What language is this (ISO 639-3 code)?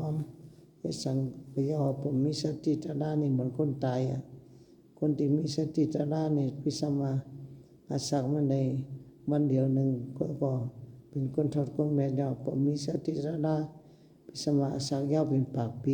shn